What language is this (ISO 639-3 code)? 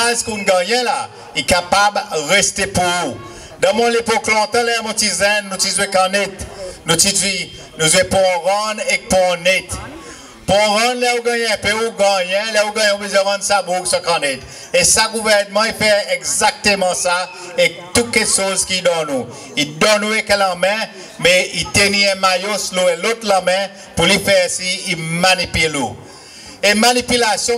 crs